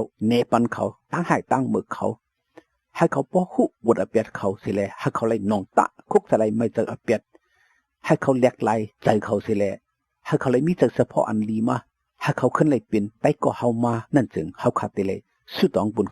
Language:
Shan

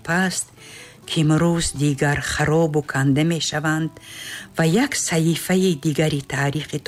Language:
Tajik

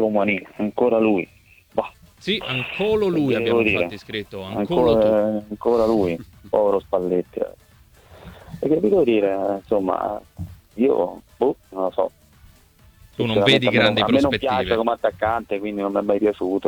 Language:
Italian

